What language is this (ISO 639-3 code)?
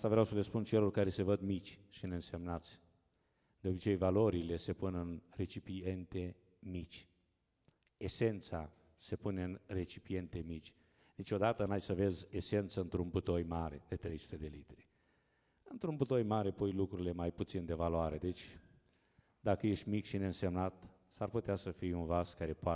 ron